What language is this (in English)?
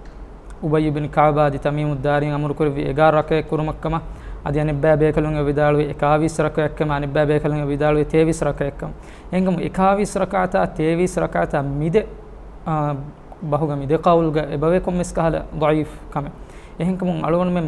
Divehi